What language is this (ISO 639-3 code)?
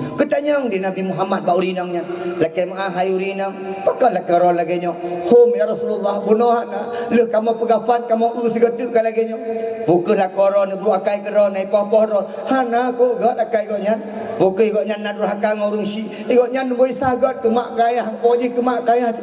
ace